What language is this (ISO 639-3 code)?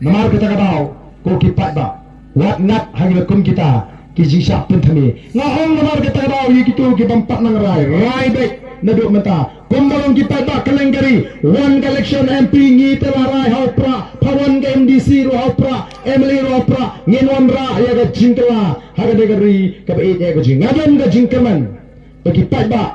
kha